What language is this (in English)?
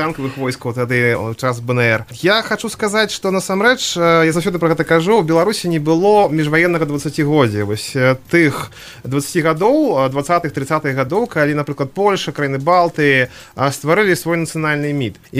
Belarusian